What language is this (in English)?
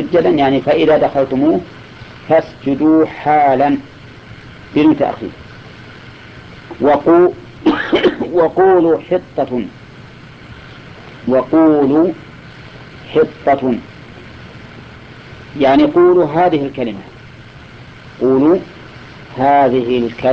Arabic